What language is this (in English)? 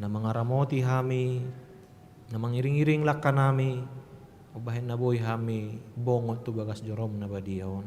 Batak Toba